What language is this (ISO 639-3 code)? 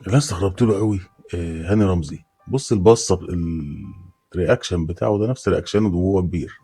arz